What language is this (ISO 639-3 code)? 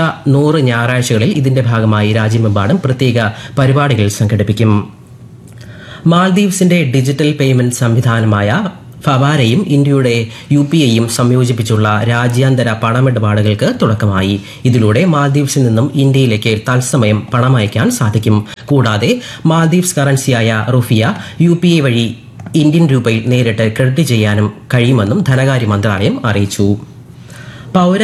mal